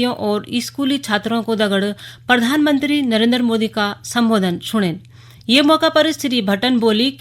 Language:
Garhwali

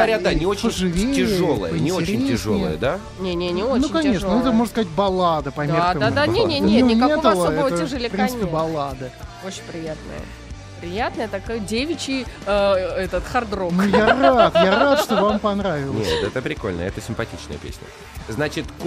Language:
Russian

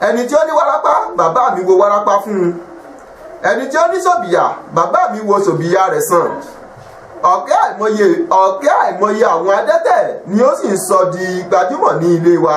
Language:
Yoruba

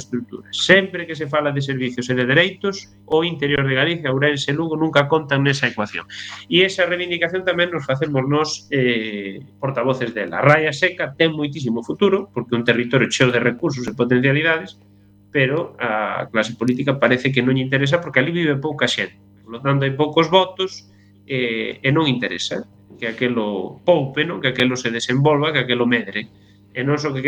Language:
Galician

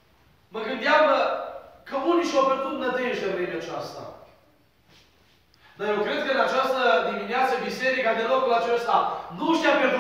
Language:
Romanian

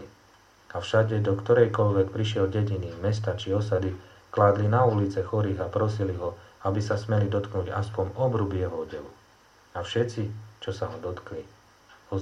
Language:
Slovak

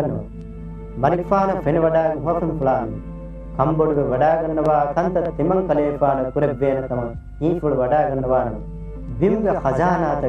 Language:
Divehi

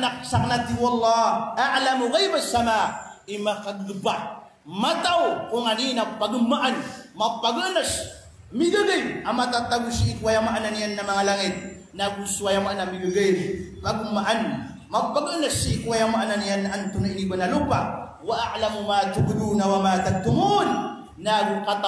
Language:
Maranao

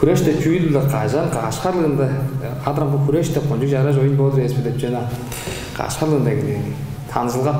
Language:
Tuvinian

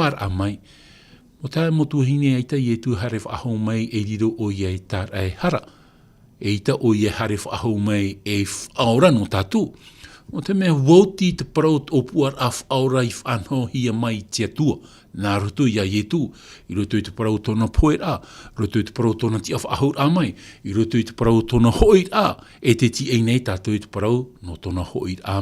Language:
Tahitian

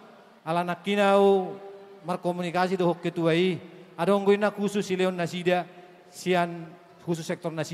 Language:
Batak Toba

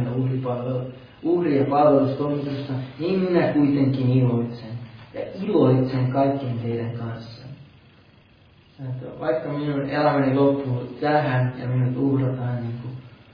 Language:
Finnish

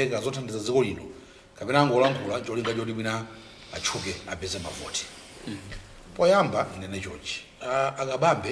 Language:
Nyanja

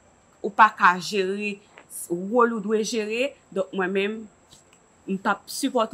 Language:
Haitian Creole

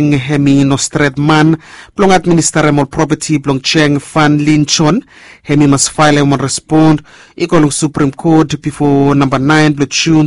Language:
Bislama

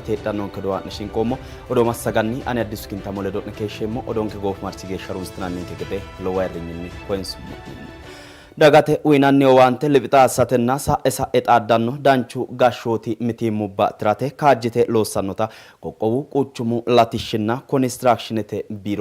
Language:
Sidamo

